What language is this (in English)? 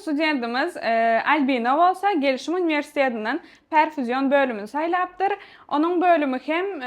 Turkmen